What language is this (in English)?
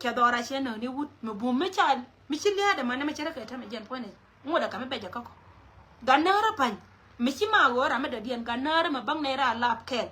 Nuer